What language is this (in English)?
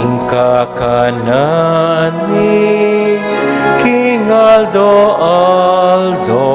Pampanga